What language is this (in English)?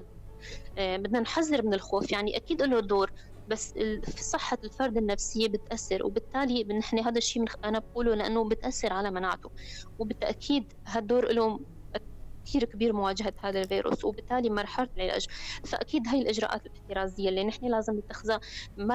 North Levantine Arabic